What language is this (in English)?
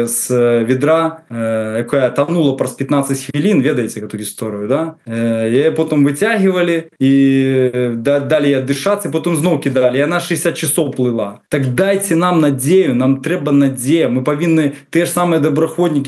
Belarusian